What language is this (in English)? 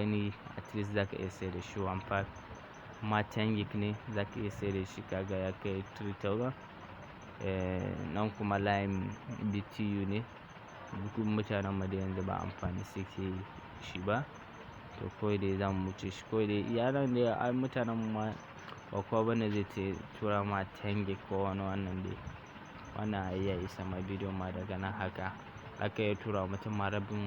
Hausa